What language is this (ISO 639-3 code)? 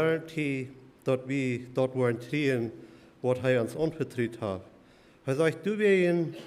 pdt